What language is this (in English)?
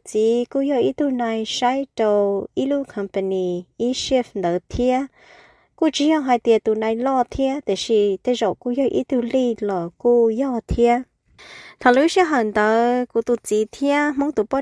Hmong